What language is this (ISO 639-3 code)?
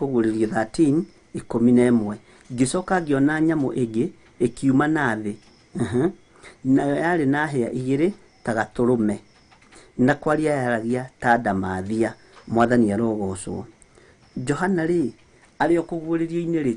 kik